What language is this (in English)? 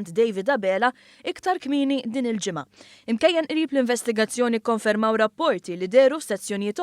Maltese